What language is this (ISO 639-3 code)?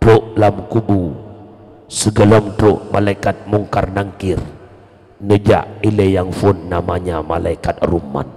ace